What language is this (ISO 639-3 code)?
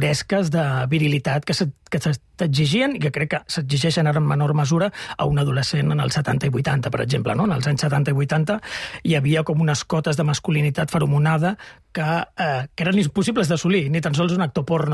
cat